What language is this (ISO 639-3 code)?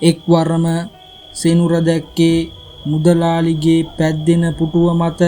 sin